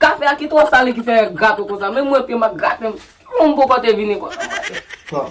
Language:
Haitian Creole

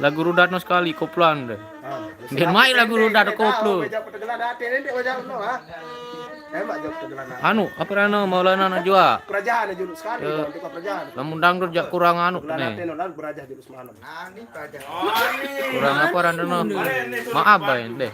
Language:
Sasak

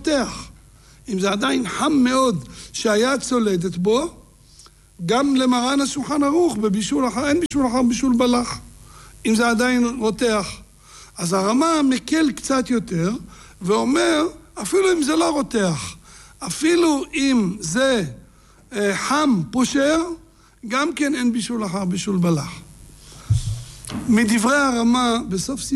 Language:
Hebrew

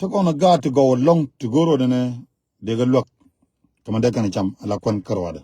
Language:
Nuer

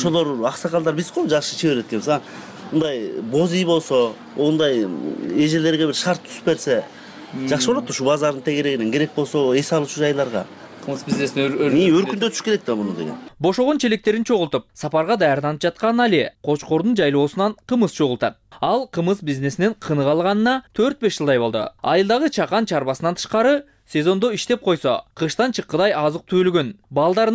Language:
Kyrgyz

